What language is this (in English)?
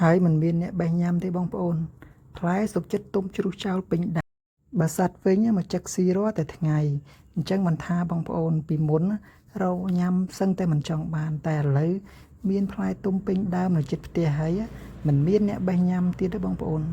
Khmer